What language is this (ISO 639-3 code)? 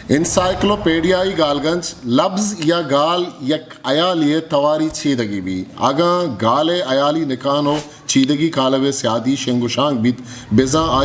bgp